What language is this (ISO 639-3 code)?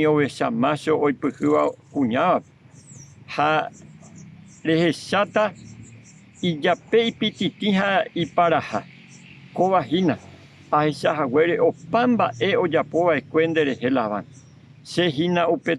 grn